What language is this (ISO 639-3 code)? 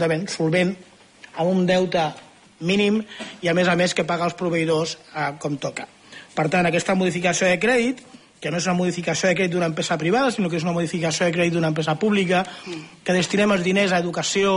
cat